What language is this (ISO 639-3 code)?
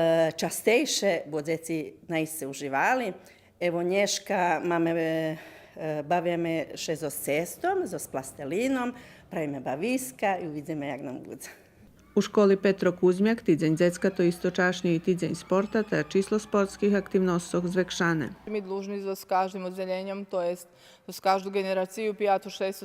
rue